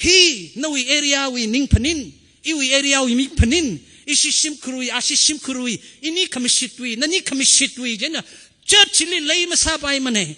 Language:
Tangkhul Naga (India)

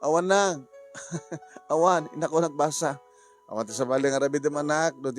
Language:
Iloko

